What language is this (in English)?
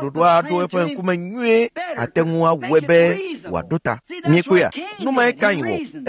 Ewe